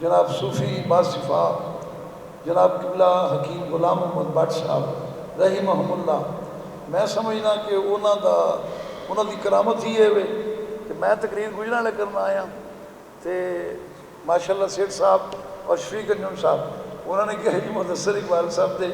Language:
Western Panjabi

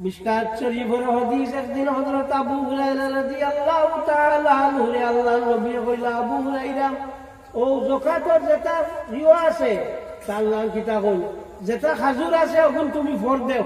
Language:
Sylheti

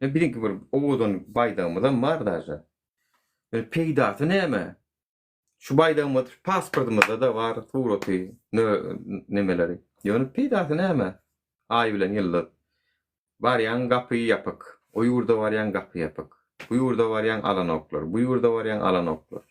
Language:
Turkmen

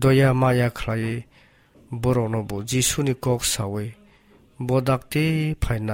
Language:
Kok Borok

